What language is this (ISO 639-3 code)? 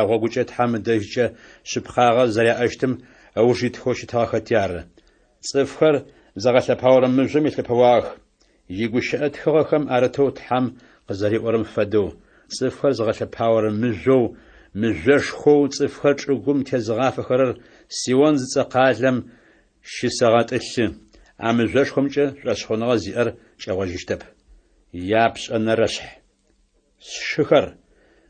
ady